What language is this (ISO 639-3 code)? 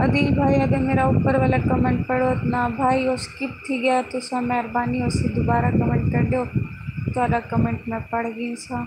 skr